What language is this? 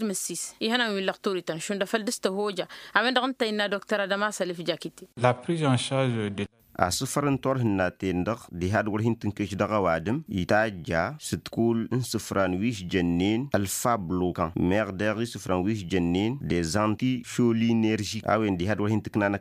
Tamasheq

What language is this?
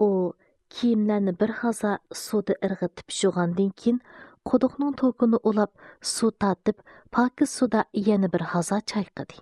Uyghur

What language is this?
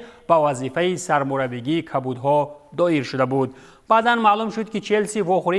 Tajik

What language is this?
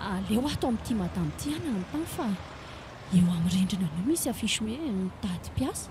Malagasy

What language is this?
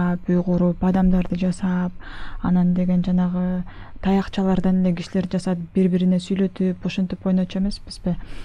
Kyrgyz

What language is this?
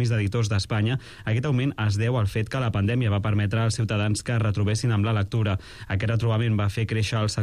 Catalan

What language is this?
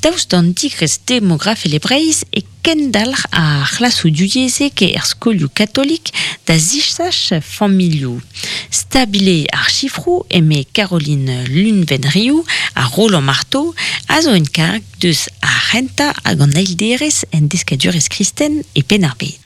Breton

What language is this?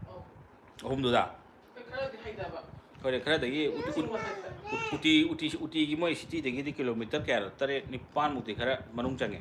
Manipuri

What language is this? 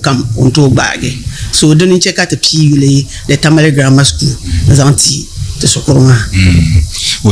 Dagbani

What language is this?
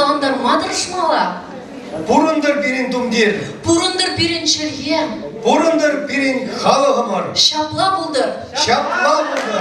Chuvash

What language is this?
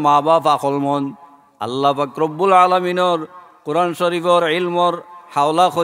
Sylheti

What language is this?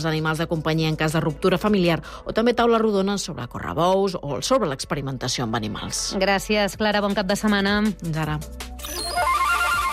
Catalan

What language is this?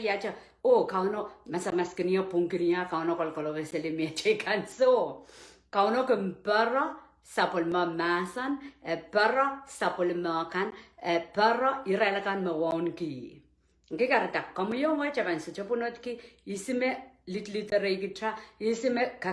Pohnpeian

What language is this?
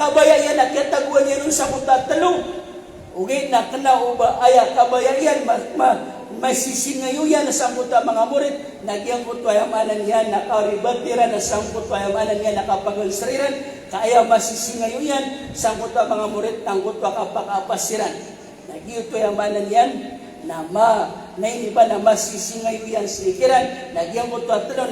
Maranao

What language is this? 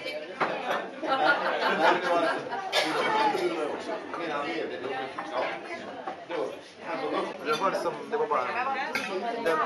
Swedish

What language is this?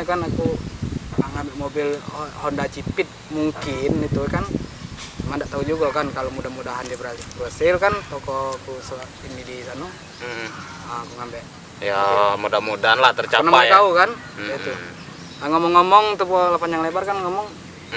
Musi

